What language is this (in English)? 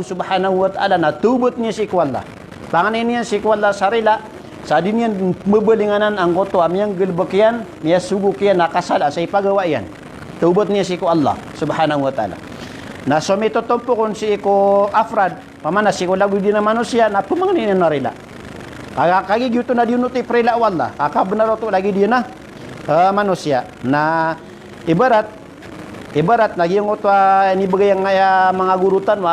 Maranao